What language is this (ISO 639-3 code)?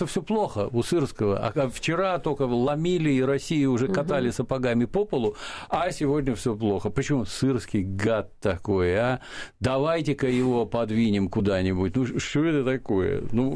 rus